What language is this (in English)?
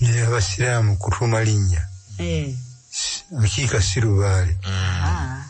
Ganda